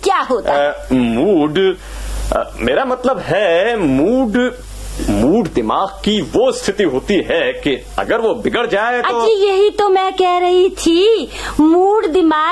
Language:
Hindi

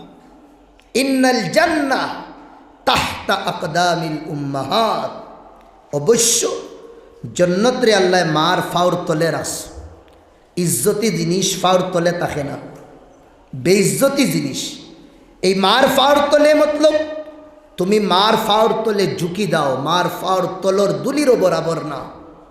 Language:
Sylheti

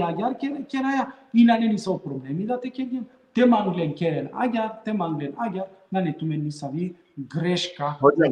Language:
Balkan Romani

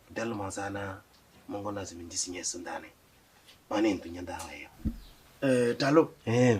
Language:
Kabiyè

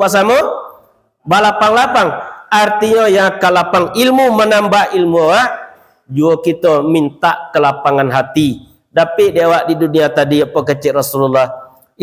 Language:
Minangkabau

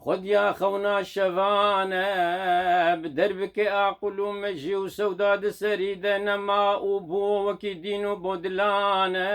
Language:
Kurdish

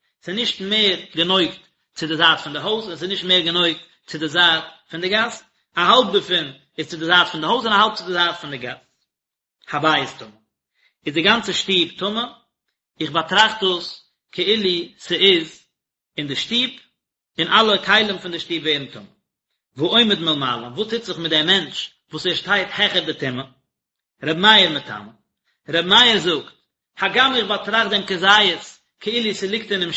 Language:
Yiddish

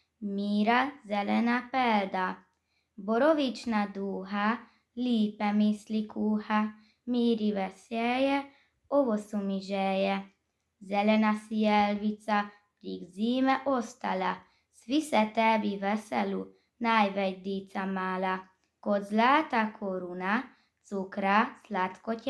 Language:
Serbian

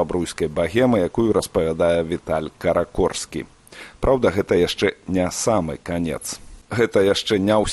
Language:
Belarusian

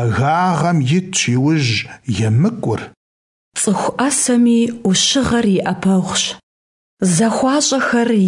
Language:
Kabardian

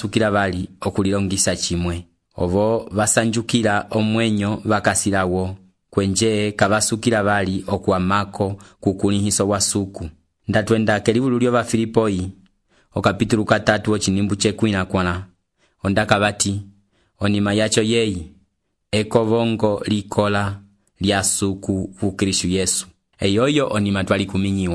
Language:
Umbundu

